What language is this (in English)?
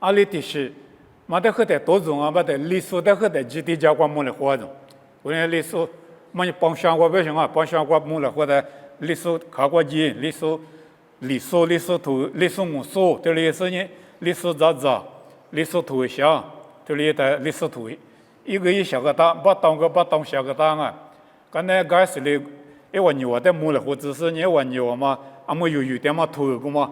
Lisu